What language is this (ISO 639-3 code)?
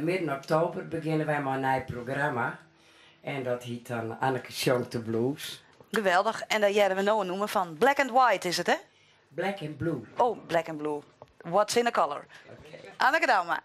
fry